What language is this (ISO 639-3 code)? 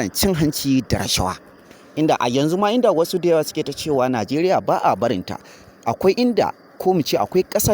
hau